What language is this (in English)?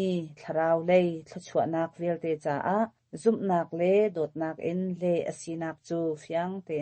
Thai